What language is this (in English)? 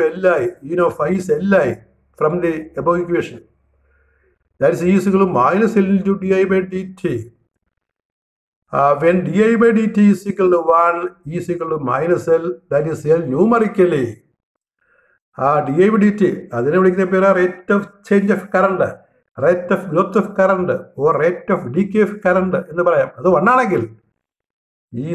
Malayalam